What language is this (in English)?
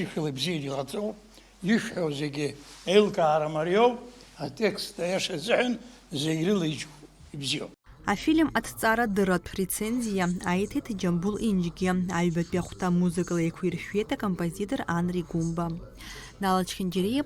Abkhazian